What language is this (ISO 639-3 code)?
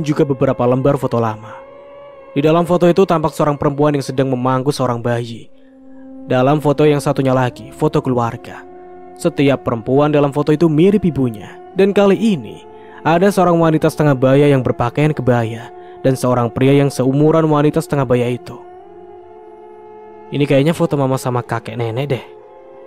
ind